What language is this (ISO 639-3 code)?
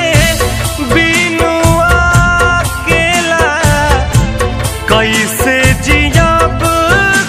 bho